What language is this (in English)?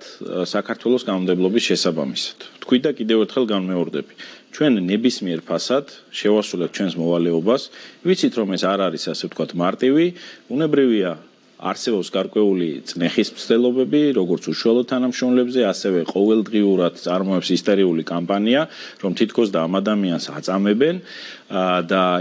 Georgian